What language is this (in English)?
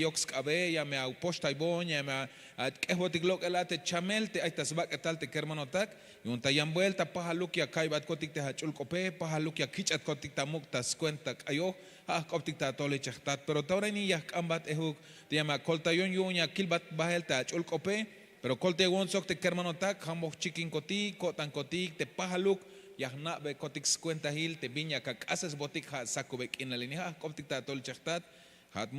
Tzeltal